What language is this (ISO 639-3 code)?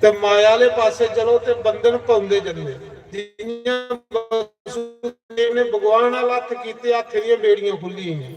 doi